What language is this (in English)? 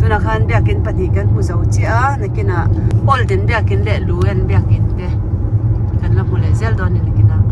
Mizo